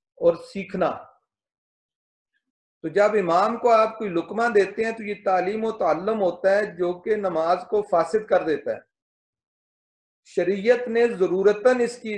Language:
Urdu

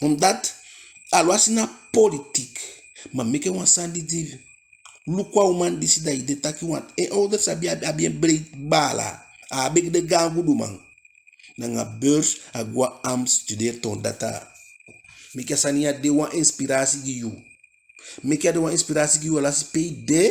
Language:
Eastern Maroon Creole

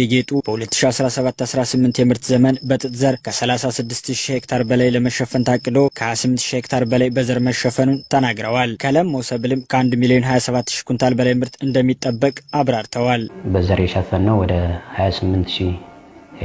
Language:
Amharic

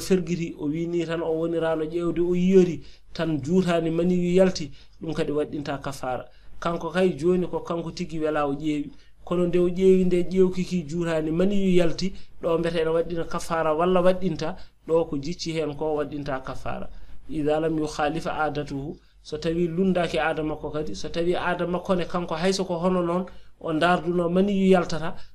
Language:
Fula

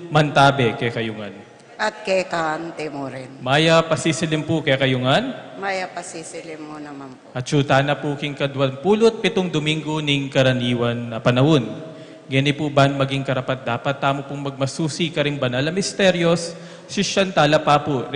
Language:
Pampanga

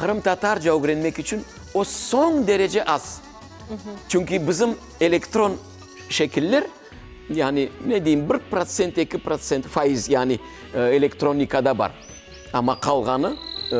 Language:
Crimean Tatar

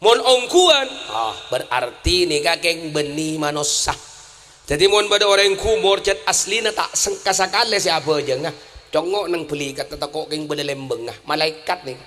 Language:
Madurese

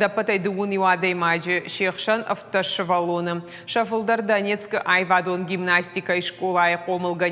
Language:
Ossetic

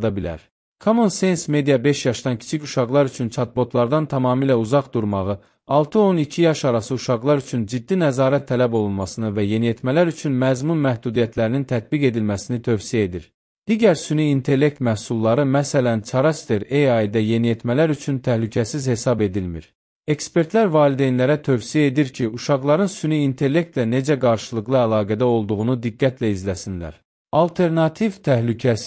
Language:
Azerbaijani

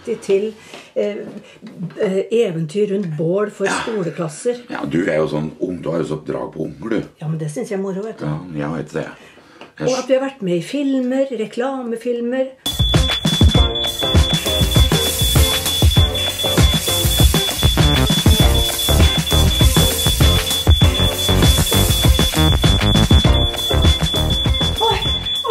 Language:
Norwegian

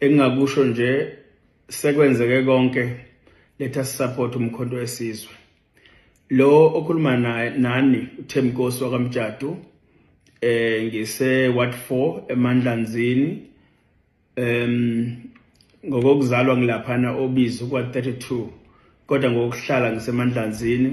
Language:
Zulu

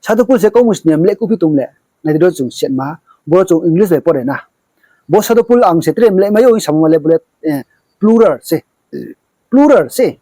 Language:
Riang (India)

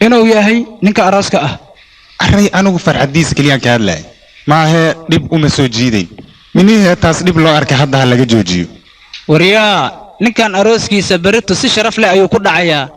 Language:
Somali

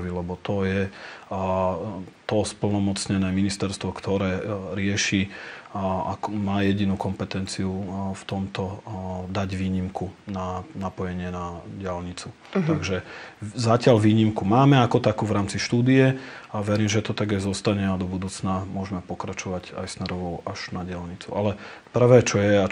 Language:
Slovak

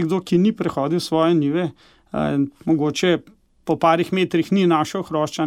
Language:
Slovenian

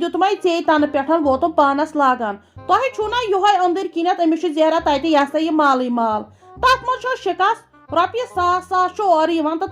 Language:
Kashmiri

